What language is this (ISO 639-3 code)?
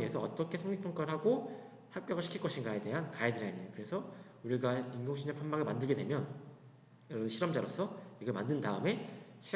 kor